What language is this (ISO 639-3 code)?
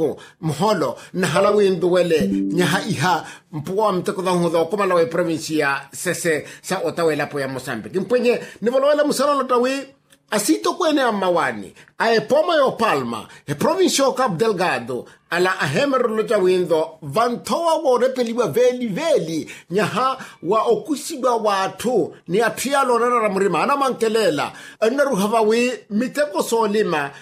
vmw